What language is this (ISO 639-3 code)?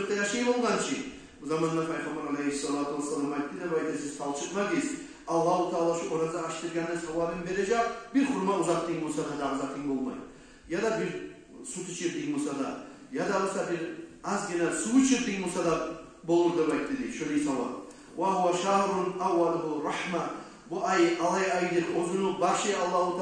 kum